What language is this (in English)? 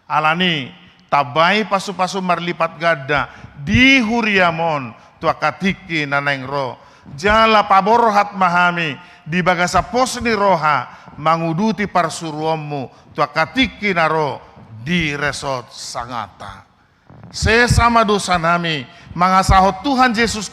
Batak Toba